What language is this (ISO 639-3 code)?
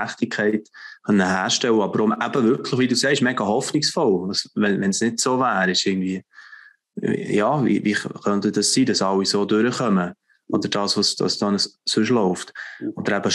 gsw